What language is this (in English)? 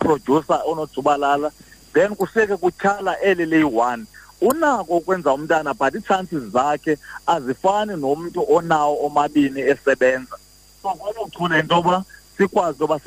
Xhosa